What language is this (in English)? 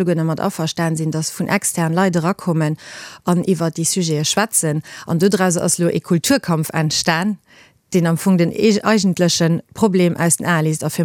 Luxembourgish